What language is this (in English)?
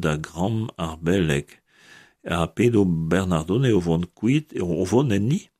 Breton